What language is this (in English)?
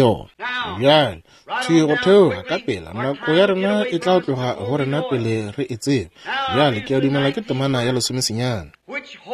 Northern Sotho